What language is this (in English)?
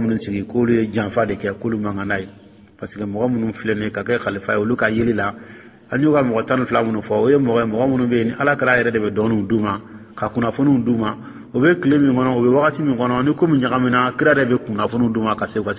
Dyula